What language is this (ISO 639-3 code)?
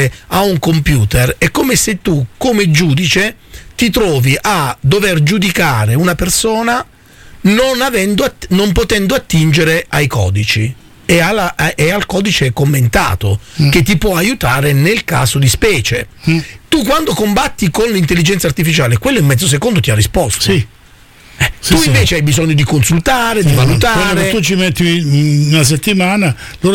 ita